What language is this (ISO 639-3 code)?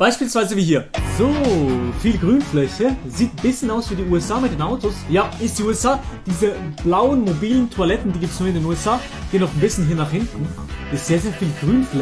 gsw